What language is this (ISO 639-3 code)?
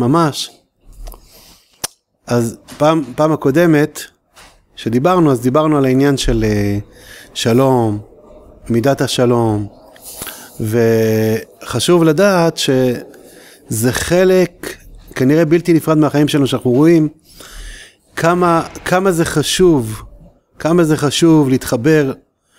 heb